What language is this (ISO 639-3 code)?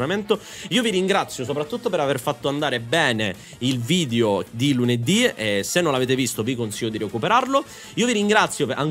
ita